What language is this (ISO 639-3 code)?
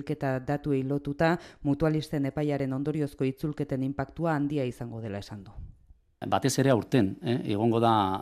eus